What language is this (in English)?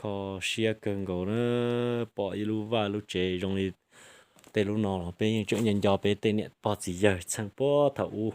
Hmong